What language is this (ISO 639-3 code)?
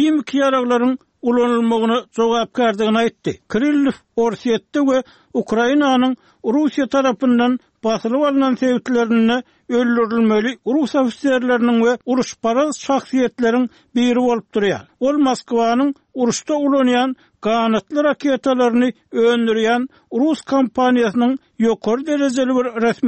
tuk